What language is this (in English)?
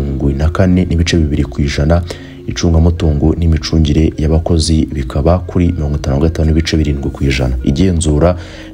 Kinyarwanda